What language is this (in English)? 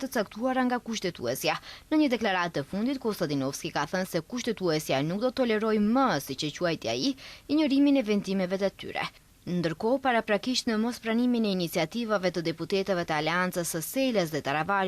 Albanian